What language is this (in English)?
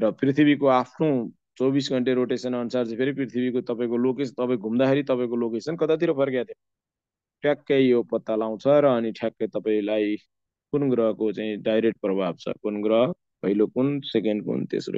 Nepali